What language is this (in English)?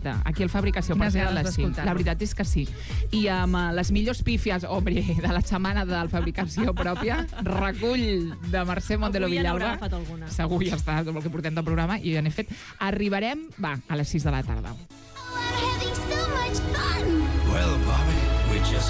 Catalan